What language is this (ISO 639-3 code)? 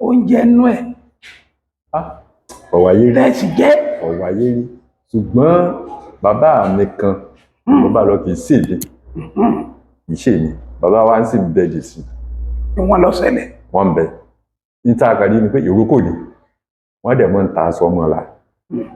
yor